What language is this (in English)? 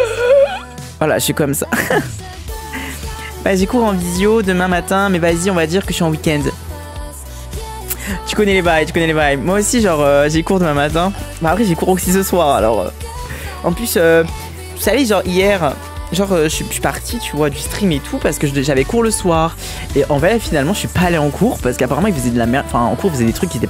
French